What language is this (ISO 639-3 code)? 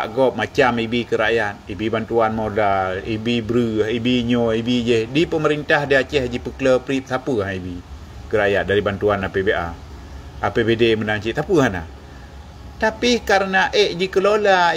ace